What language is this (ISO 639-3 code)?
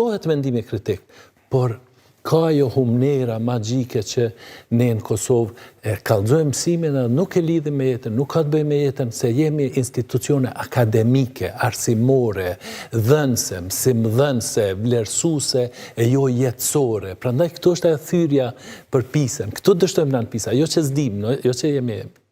sqi